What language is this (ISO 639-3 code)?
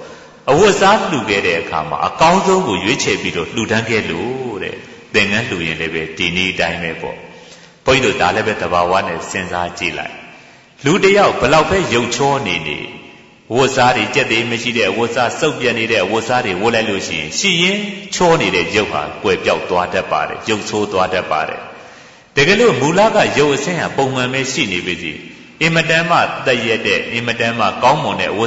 mya